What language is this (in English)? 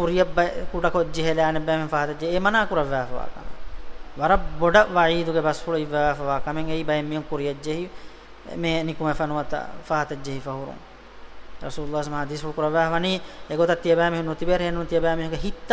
Divehi